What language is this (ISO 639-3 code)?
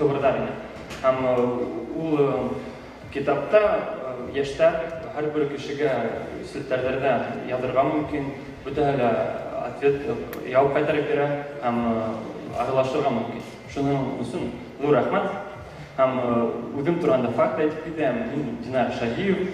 bak